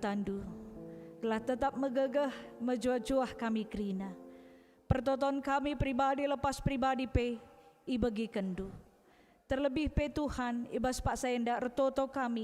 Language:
Batak Karo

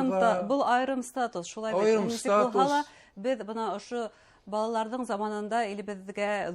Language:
Bashkir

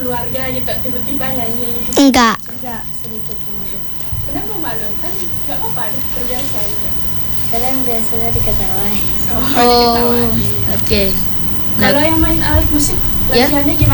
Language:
Indonesian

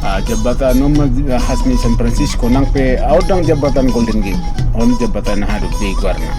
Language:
Batak Toba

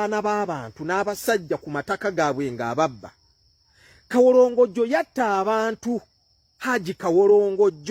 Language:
Ganda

